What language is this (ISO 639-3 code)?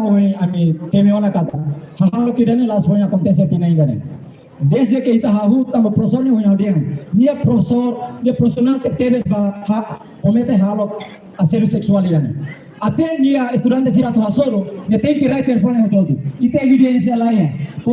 tet